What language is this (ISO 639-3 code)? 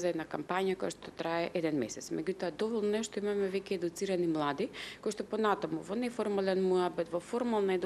mkd